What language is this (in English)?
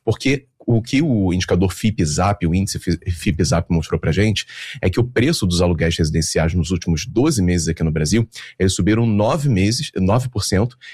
Portuguese